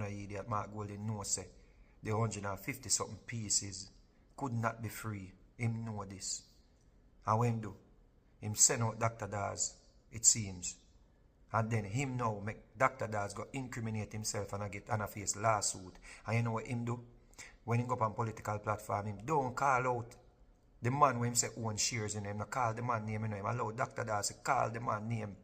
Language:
Jamaican Creole English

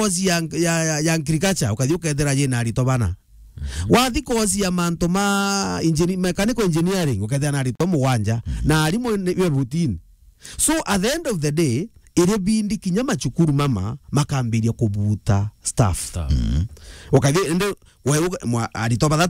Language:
Meru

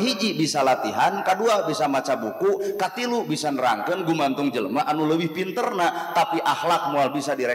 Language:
Sundanese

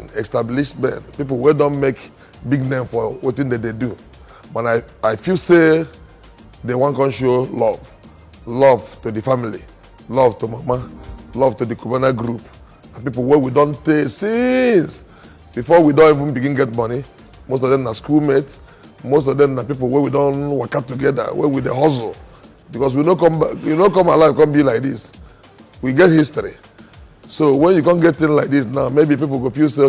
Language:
Nigerian Pidgin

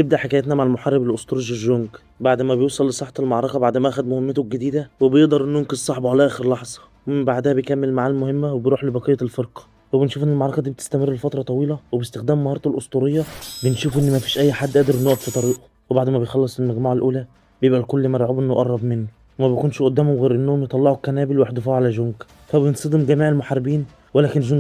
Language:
Egyptian Arabic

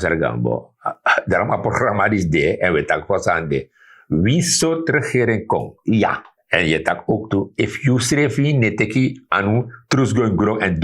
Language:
Sranan Tongo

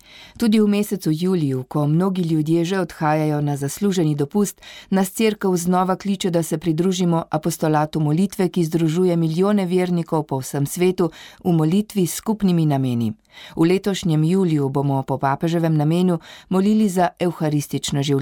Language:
Slovenian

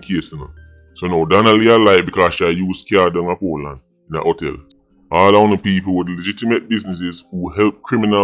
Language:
Jamaican Creole English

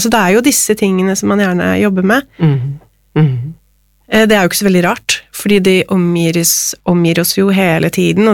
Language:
Norwegian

